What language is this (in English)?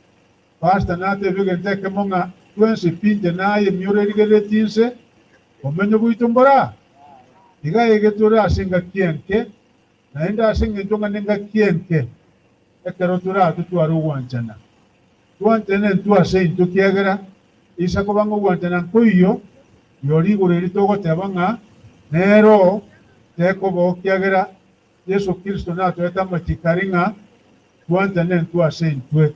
Gusii